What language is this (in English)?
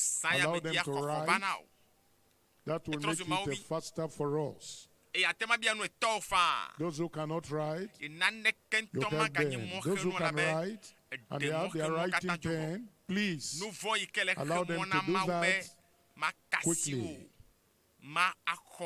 Ewe